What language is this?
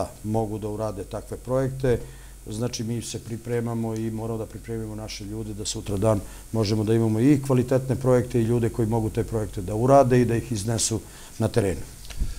Serbian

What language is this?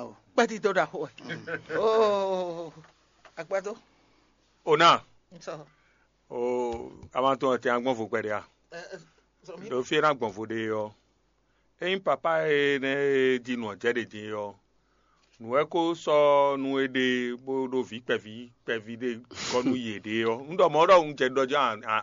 Fon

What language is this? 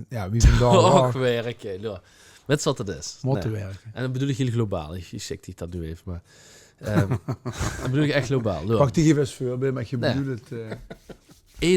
Limburgish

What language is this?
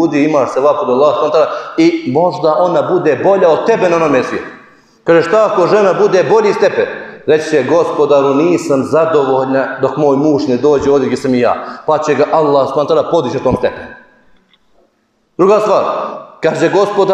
Bosnian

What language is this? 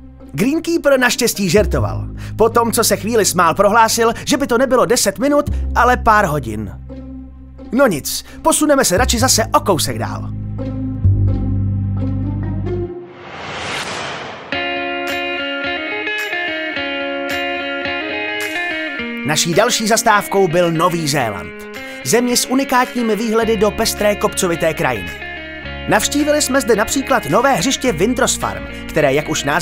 Czech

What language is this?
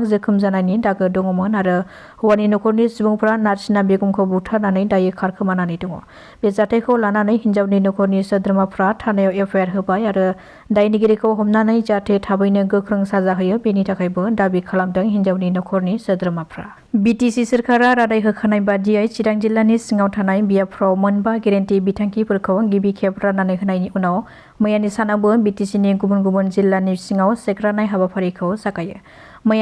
Bodo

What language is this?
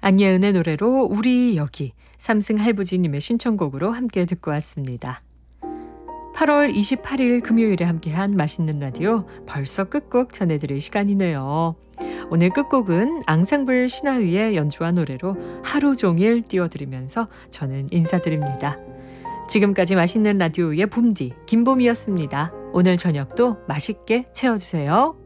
Korean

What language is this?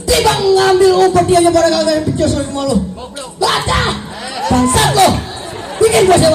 Betawi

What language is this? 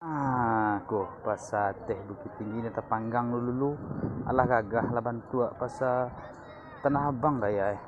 Minangkabau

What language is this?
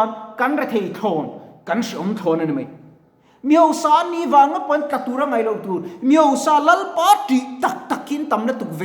Mizo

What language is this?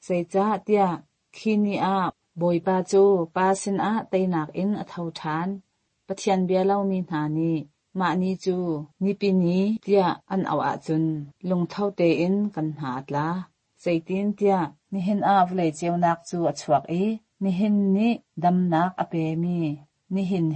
Hakha Chin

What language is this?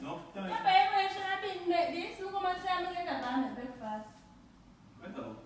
Jamaican Creole English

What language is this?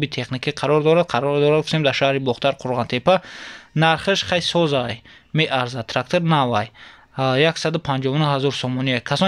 Tajik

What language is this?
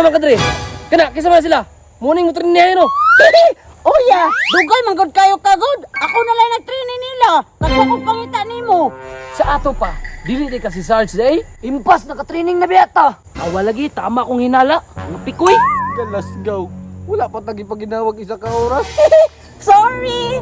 Cebuano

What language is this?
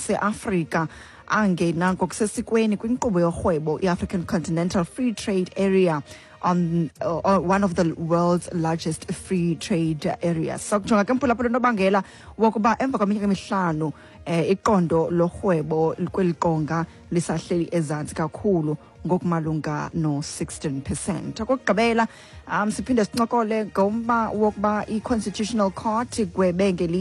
Xhosa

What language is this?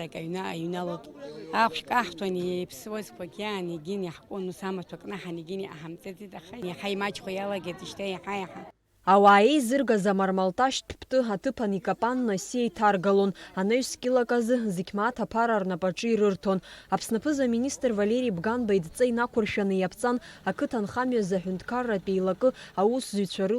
Abkhazian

